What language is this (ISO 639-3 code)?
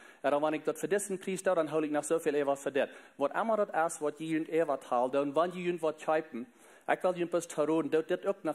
pdt